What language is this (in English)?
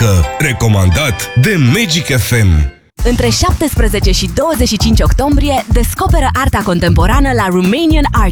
Romanian